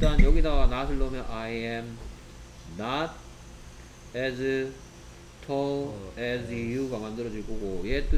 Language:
Korean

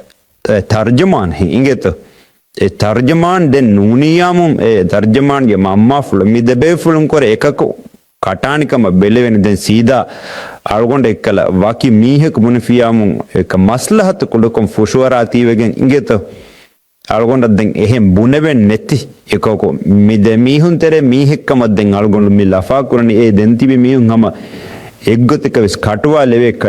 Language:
Divehi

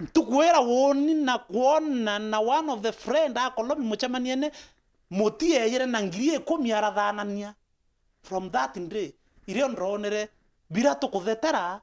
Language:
Meru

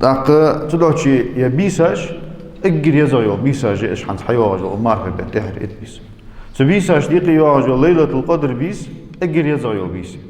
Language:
Ingush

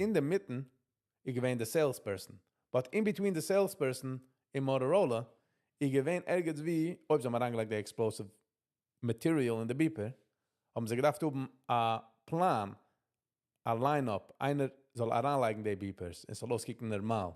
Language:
Yiddish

